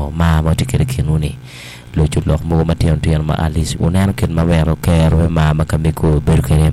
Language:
Acoli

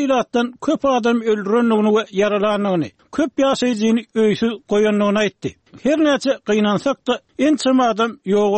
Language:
Turkmen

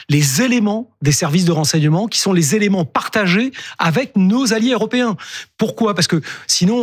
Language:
French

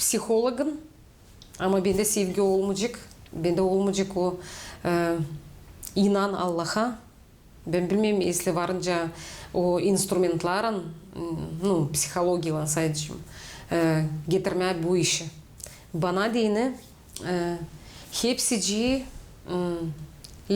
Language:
Gagauz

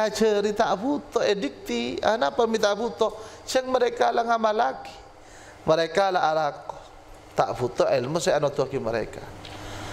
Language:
Madurese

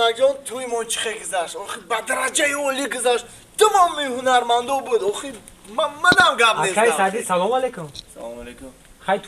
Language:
Tajik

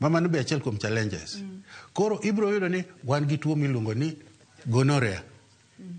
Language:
Luo (Kenya and Tanzania)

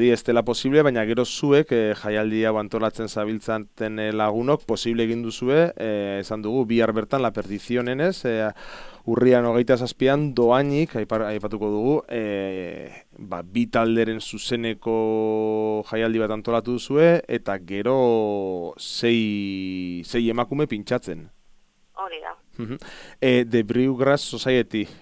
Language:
Basque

